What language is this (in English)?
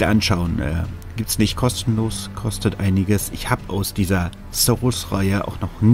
German